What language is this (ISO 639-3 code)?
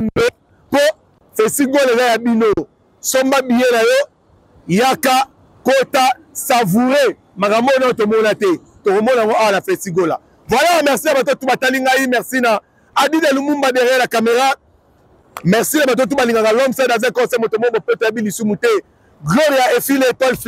lin